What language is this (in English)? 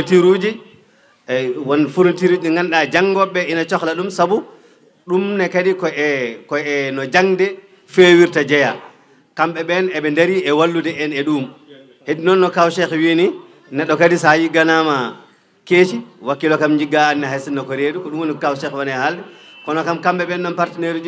Fula